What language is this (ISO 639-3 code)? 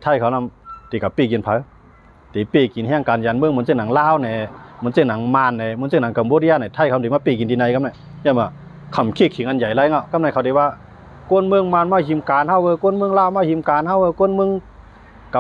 shn